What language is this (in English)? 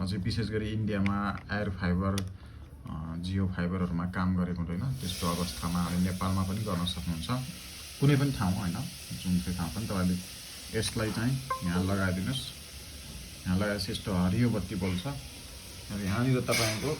Nepali